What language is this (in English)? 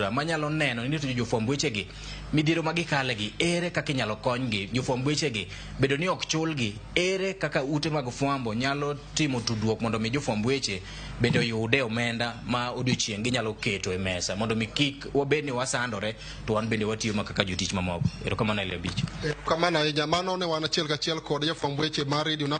Luo (Kenya and Tanzania)